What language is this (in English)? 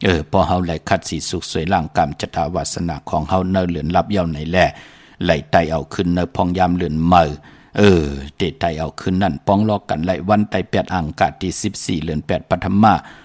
Shan